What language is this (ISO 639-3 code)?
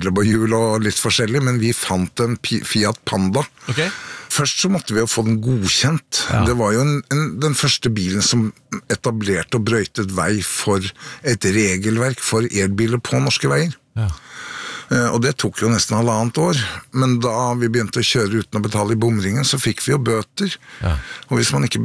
nor